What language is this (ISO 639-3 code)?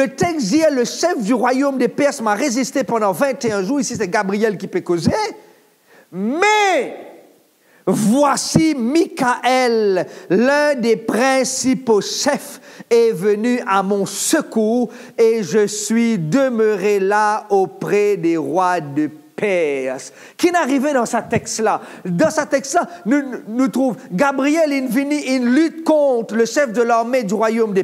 mfe